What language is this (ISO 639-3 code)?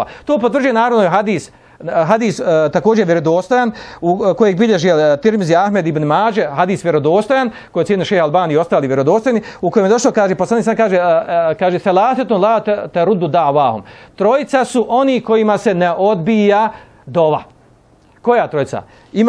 bos